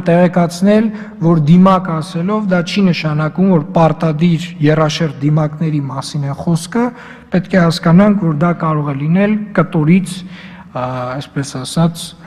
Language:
Armenian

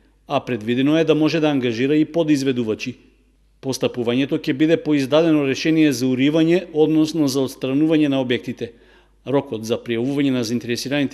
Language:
Macedonian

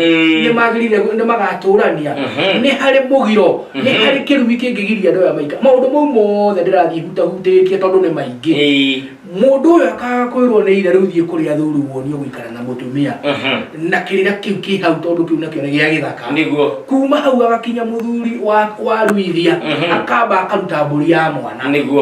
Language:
Kikuyu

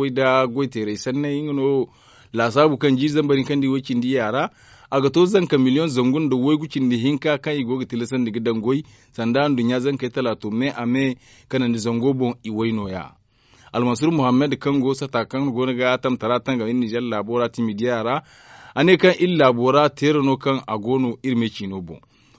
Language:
Zarma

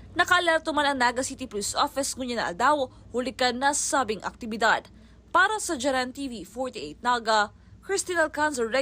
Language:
Bikol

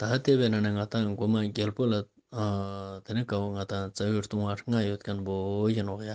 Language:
Ladakhi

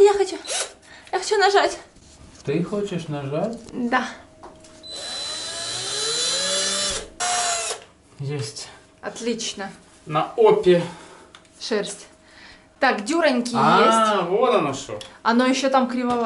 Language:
Russian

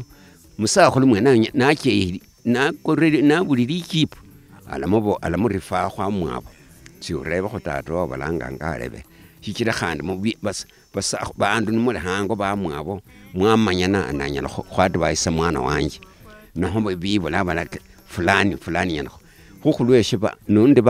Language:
Luyia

